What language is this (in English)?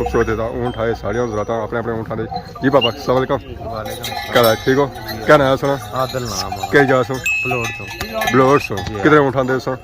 Pahari-Potwari